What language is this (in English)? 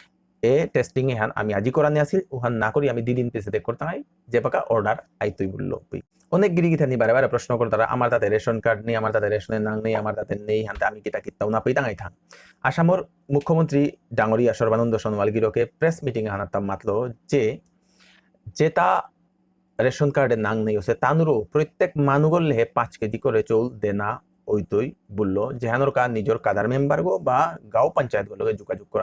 Bishnupriya